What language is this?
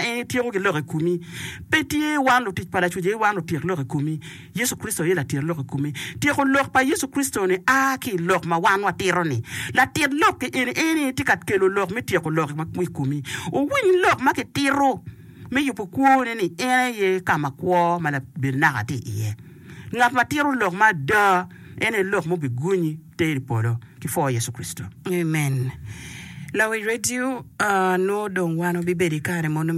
Acoli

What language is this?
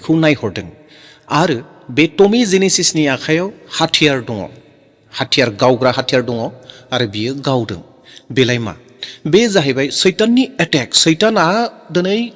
Bodo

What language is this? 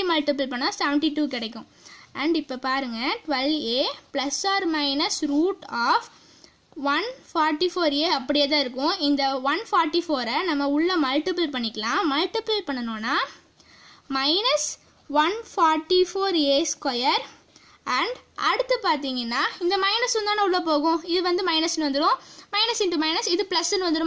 Tamil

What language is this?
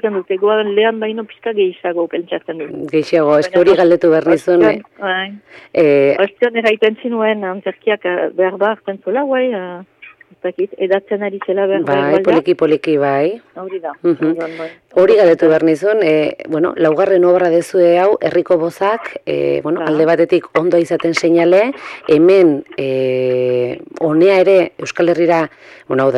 Basque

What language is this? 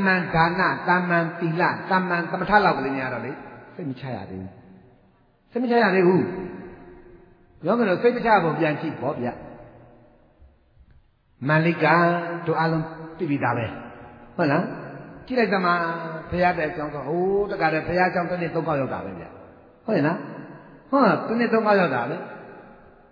Burmese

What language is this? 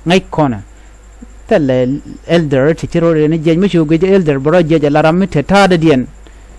Nuer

